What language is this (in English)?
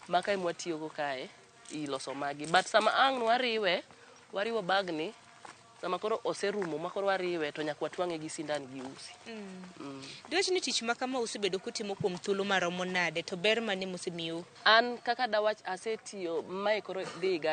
Luo (Kenya and Tanzania)